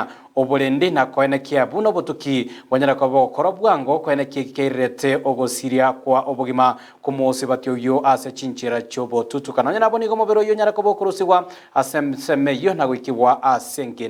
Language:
Gusii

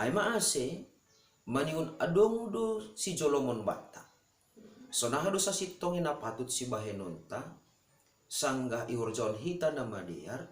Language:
Batak Simalungun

